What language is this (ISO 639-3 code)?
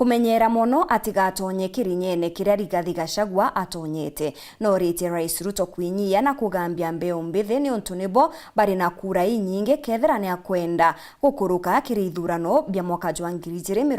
mer